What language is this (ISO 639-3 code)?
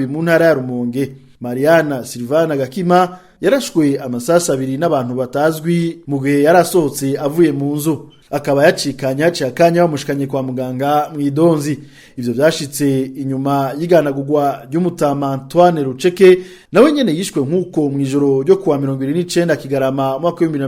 run